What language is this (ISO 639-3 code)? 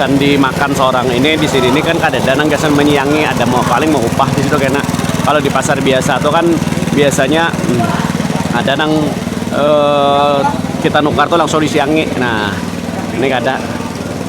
bjn